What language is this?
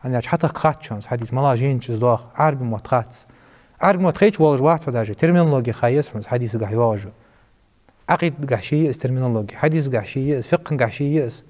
Ingush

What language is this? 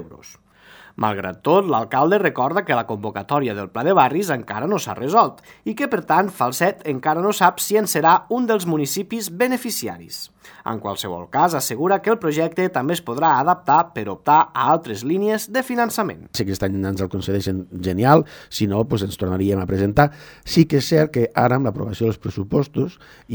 Catalan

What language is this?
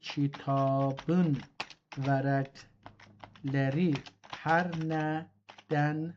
South Azerbaijani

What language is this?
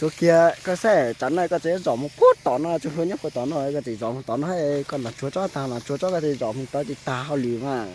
Hmong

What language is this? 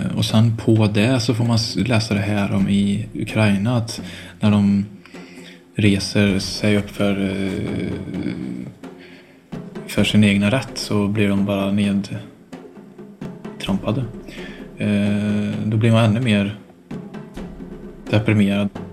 Swedish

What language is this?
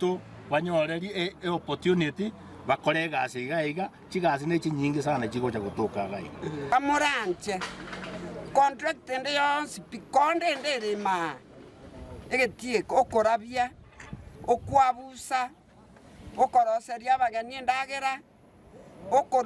Gusii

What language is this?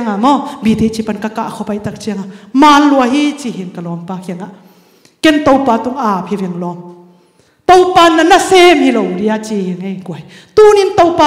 Tedim Chin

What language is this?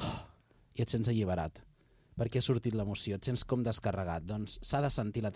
Catalan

